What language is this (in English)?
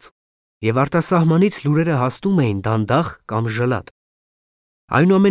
Armenian